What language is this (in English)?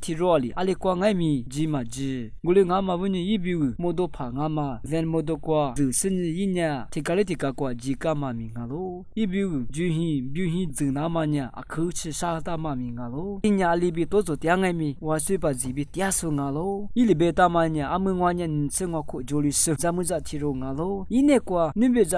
Lisu